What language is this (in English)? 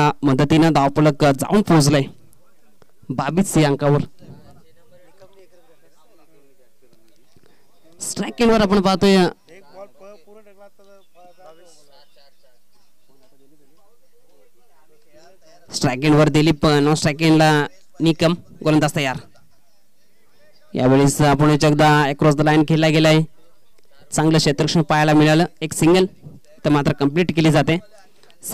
Marathi